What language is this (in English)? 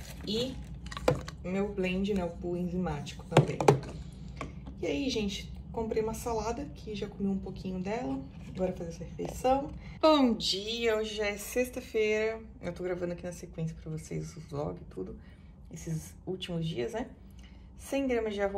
Portuguese